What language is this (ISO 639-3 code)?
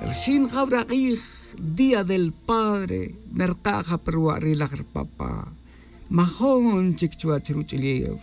tzj